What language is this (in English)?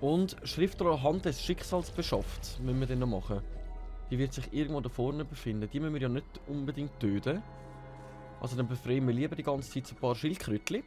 Swiss German